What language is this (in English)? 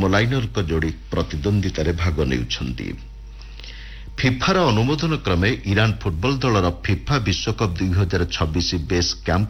Odia